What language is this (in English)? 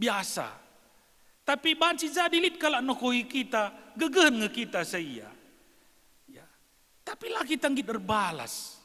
Batak Karo